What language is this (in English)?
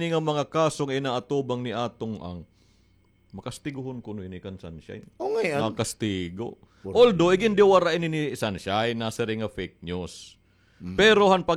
Waray